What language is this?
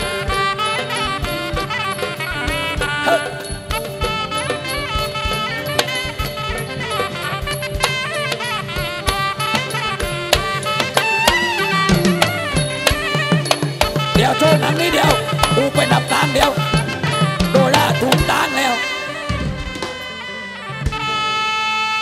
Thai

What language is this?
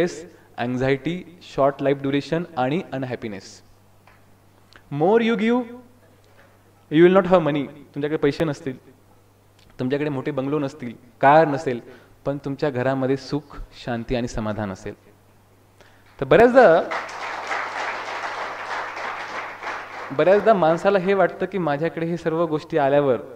Marathi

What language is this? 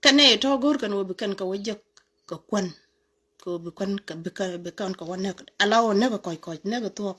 Nuer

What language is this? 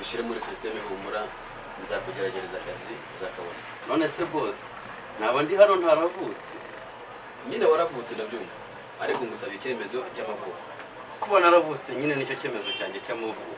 Kinyarwanda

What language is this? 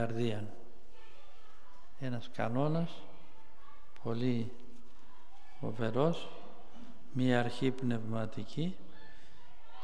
Greek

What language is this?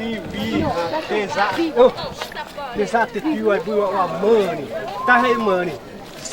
Xavánte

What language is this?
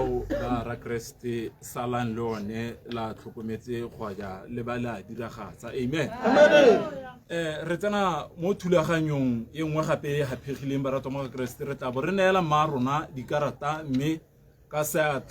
Tswana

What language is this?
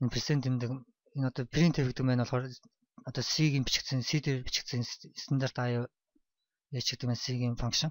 Mongolian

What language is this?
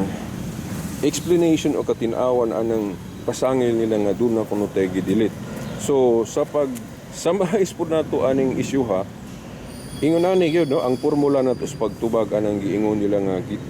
Cebuano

